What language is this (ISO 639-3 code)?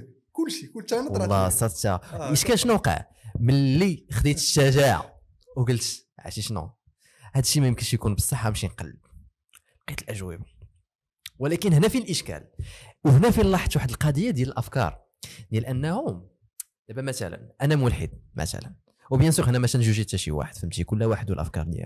ary